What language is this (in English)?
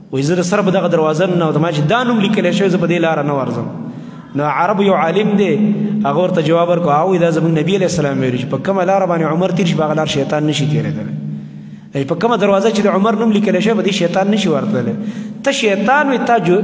Pashto